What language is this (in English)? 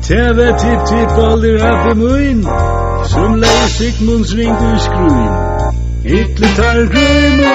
Faroese